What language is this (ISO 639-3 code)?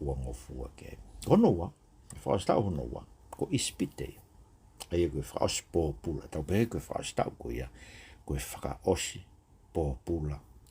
ton